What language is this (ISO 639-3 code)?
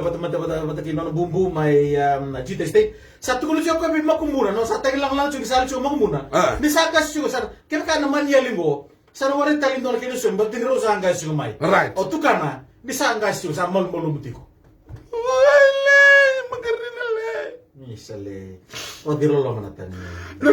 fij